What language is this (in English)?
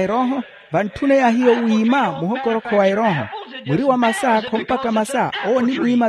Makhuwa